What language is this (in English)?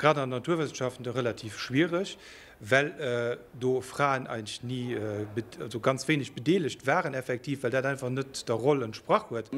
Luxembourgish